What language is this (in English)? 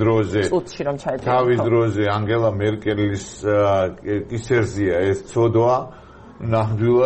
Georgian